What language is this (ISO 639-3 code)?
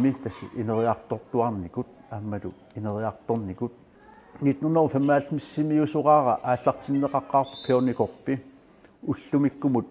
kal